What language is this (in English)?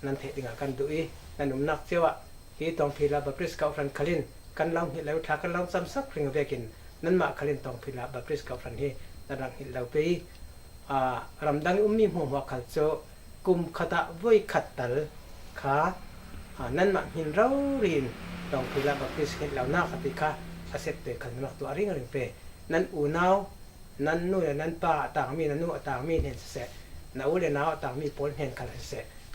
Falam Chin